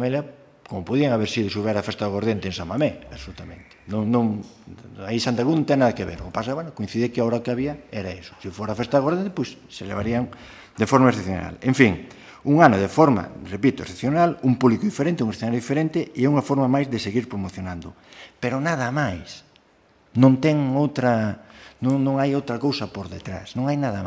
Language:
Galician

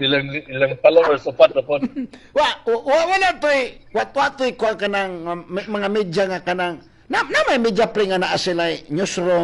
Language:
Cebuano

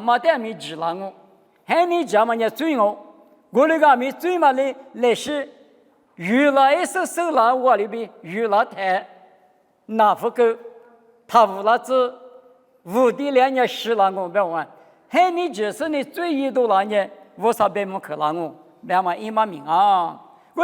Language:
Lisu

